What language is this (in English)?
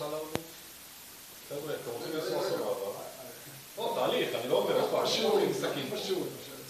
Hebrew